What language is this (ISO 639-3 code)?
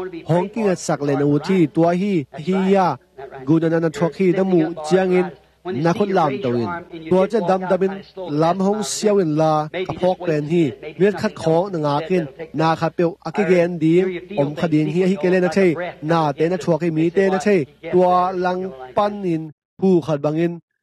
ctd